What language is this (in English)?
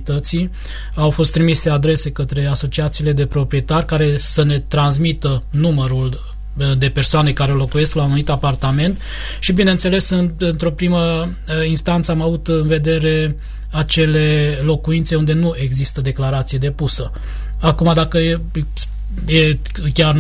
Romanian